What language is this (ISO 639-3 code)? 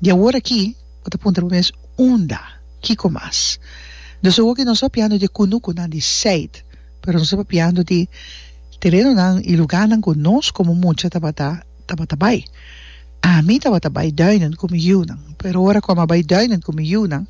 pap